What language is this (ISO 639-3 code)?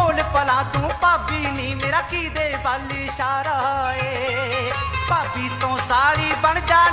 pan